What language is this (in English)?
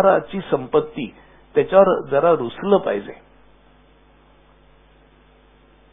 Marathi